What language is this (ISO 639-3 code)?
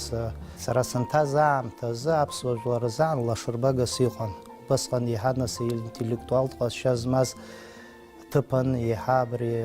abk